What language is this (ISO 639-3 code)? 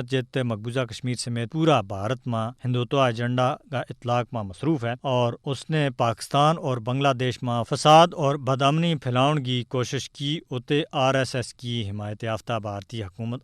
gju